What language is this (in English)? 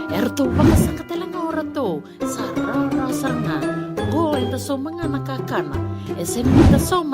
Fijian